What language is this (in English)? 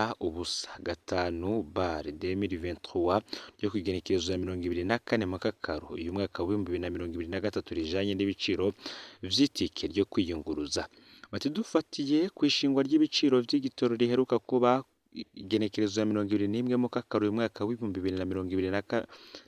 Rundi